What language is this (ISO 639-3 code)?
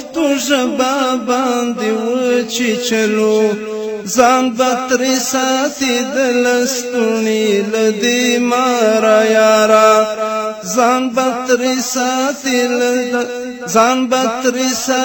pus